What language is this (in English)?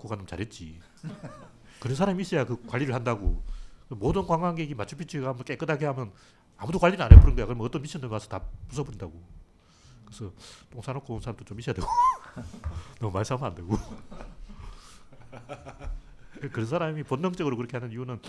Korean